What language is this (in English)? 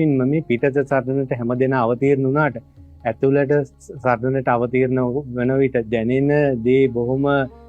Sinhala